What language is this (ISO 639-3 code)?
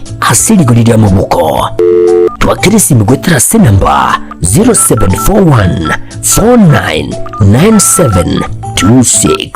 guz